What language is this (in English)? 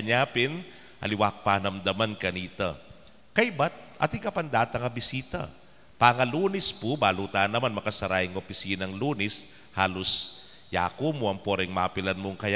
Pampanga